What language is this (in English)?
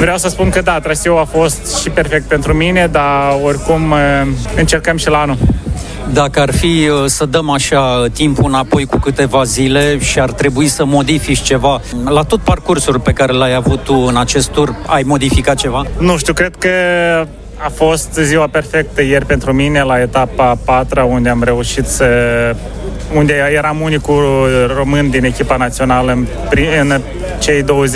Romanian